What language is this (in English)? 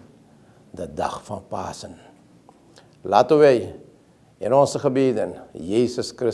Dutch